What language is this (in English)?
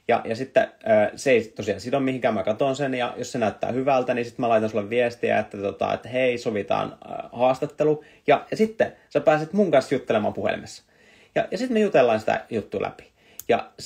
Finnish